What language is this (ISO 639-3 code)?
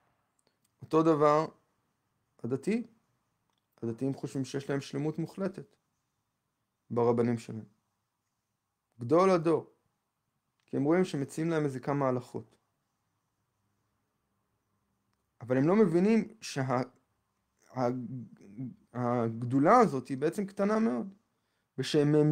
heb